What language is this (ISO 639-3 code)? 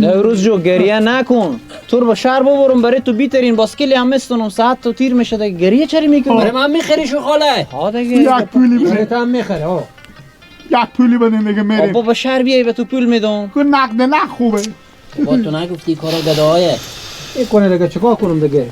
fas